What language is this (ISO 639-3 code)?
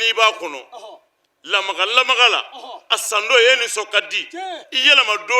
bam